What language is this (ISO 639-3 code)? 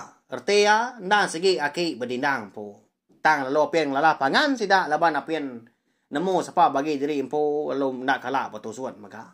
iba